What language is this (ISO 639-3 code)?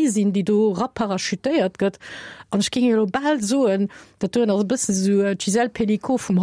ltz